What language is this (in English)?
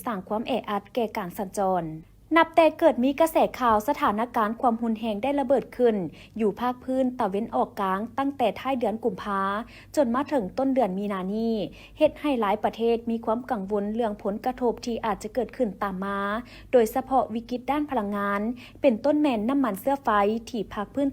Lao